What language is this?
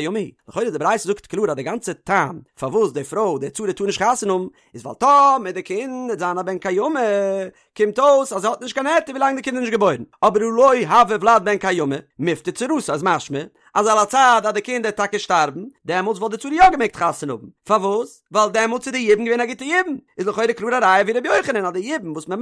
Yiddish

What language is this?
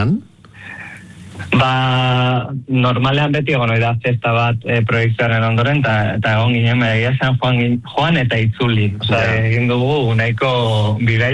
Basque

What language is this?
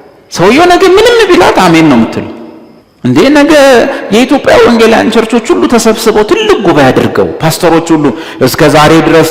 Amharic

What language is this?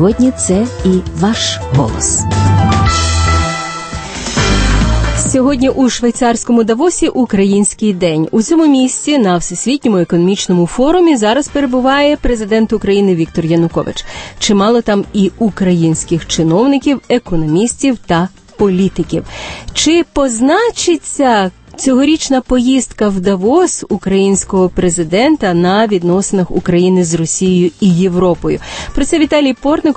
Ukrainian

